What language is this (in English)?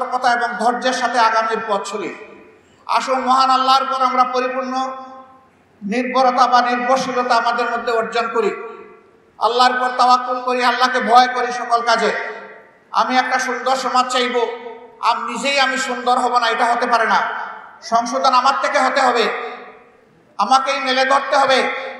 Bangla